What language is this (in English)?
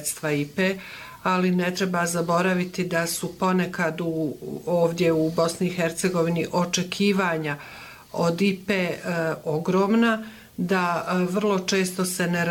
Bosnian